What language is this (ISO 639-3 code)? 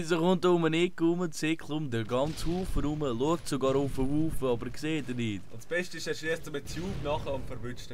gsw